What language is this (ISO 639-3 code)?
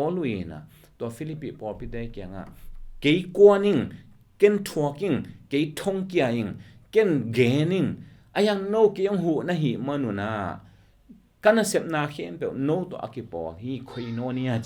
ctd